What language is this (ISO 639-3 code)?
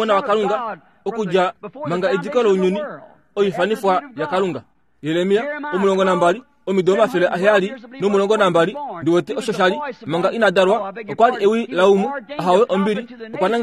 kua